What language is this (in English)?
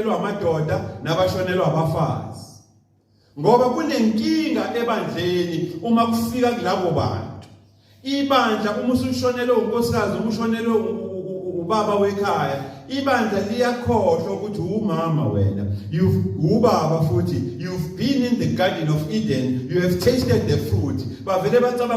Zulu